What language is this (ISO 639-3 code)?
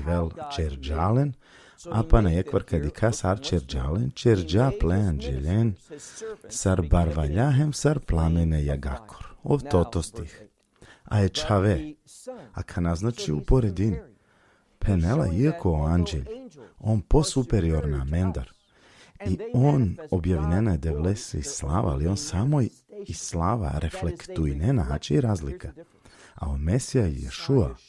rmn